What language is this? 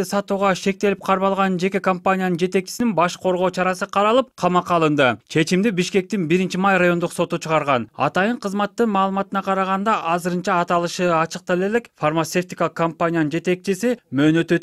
Kyrgyz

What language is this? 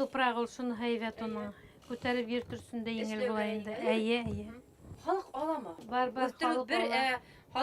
Bashkir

